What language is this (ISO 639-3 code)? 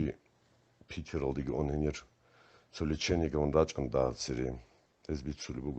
ava